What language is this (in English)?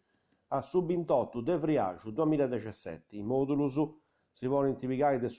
Sardinian